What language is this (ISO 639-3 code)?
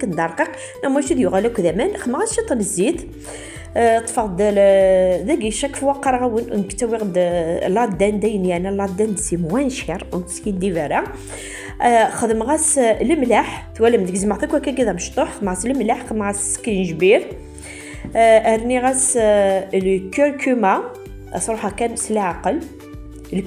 kab